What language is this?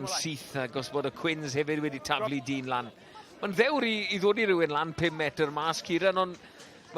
Welsh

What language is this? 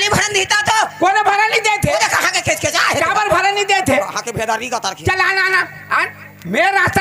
Chhattisgarhi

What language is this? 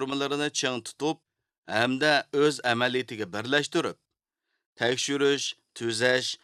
Uyghur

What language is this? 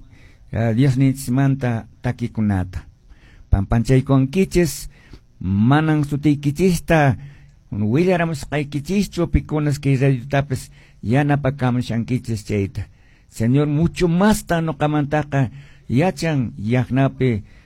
Quechua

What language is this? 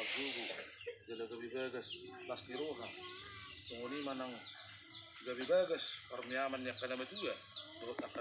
Batak Toba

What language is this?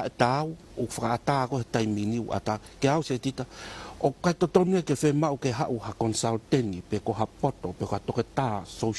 Tongan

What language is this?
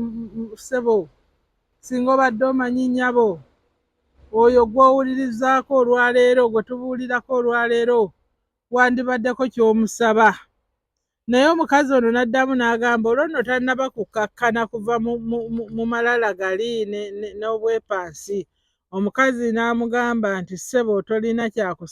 Ganda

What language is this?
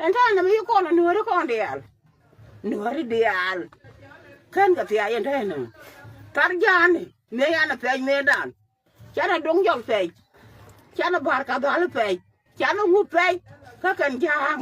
Nuer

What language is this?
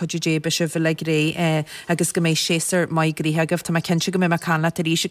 Irish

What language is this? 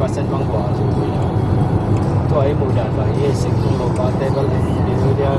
Tedim Chin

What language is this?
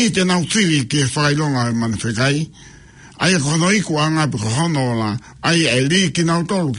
Tongan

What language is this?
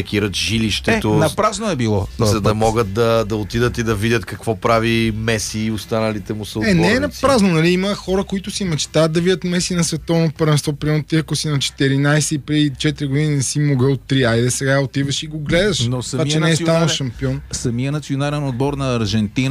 Bulgarian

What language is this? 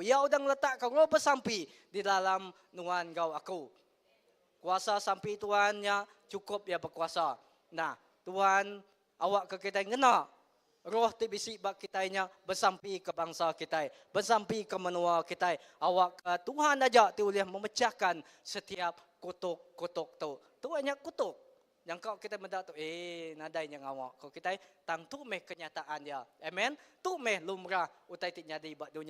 Iban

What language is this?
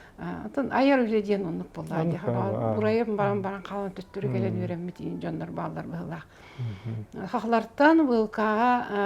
Yakut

